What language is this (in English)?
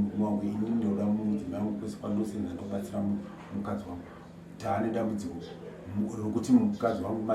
Shona